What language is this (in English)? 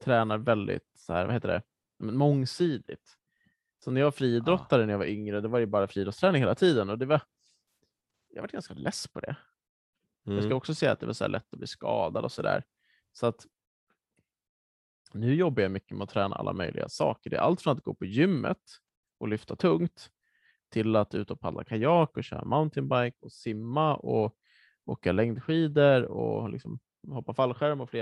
Swedish